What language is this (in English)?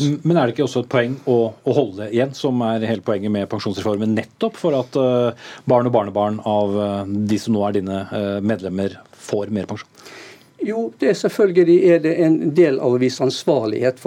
Norwegian